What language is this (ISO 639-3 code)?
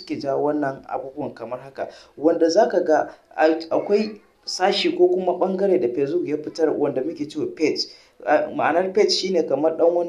hau